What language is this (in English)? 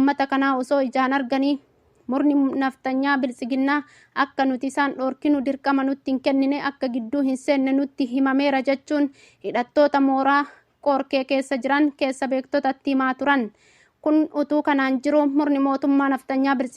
Oromo